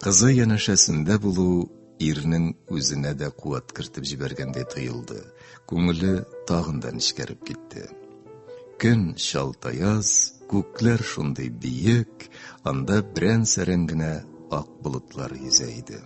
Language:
Tatar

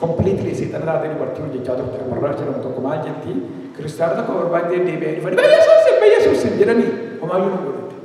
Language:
Oromo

